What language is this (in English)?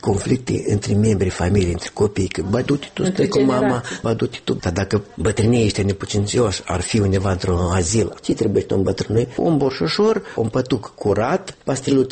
Romanian